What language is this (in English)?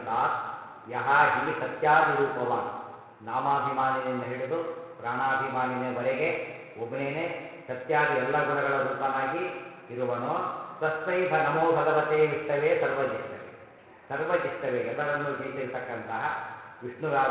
Kannada